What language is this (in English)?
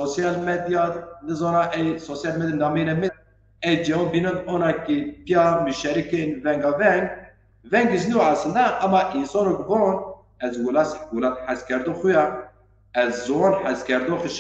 Zaza